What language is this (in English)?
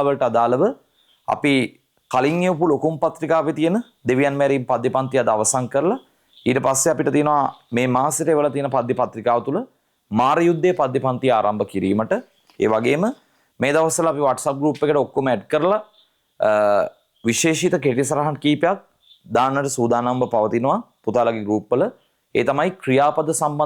Sinhala